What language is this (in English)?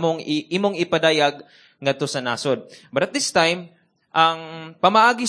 Cebuano